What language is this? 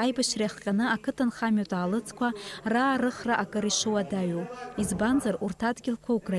Abkhazian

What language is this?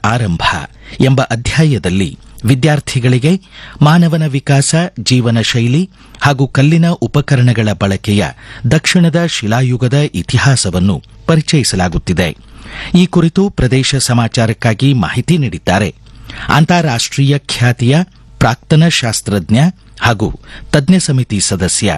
Kannada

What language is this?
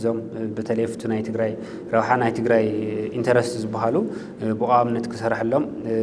Tigrinya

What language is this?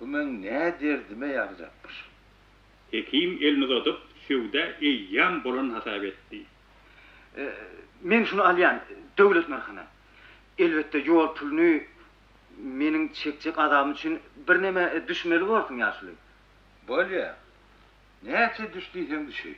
Turkmen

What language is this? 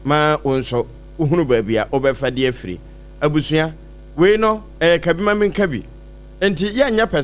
Akan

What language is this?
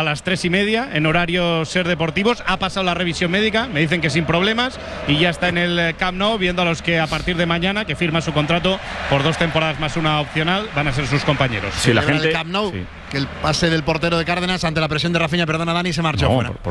Spanish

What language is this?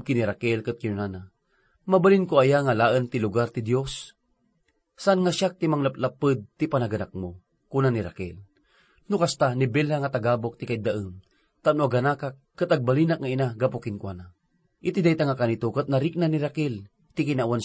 Iloko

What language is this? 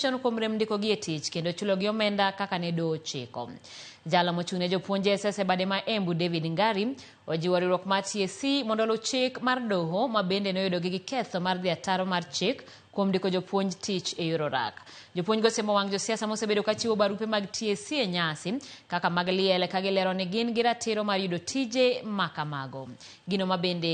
Luo (Kenya and Tanzania)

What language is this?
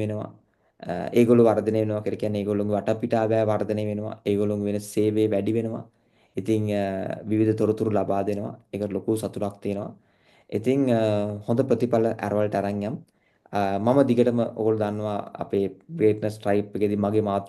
Sinhala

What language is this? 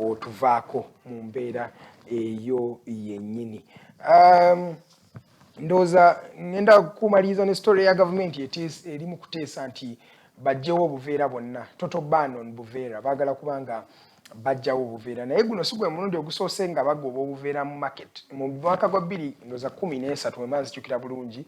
Ganda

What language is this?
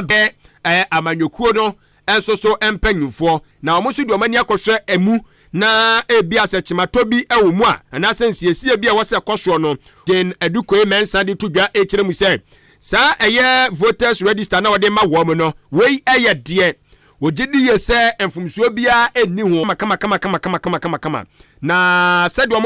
Akan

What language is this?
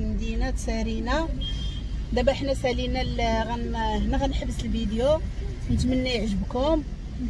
Moroccan Arabic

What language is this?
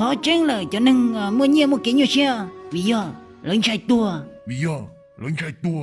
Hmong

